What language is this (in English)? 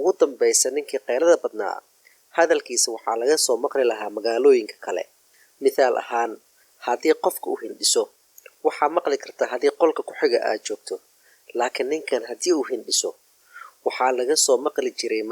Somali